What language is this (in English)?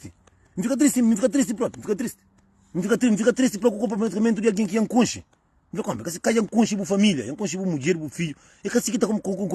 Kabuverdianu